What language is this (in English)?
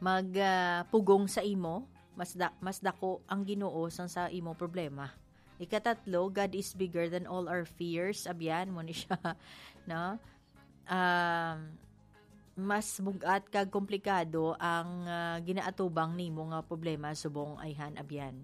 Hiligaynon